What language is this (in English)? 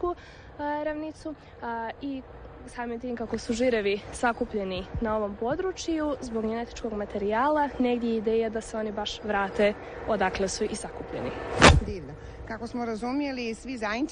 Croatian